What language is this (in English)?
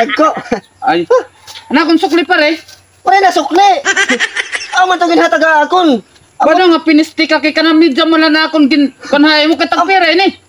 Waray